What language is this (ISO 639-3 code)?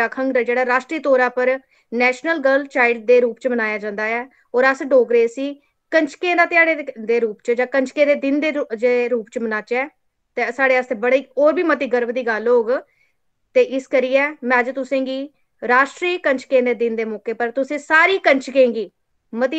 doi